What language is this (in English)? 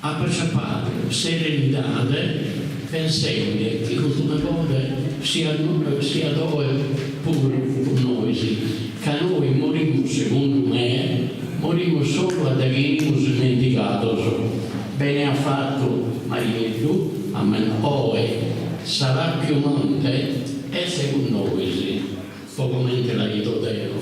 Sardinian